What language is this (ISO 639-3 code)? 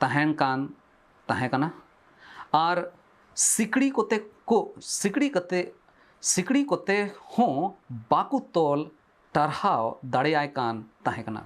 sat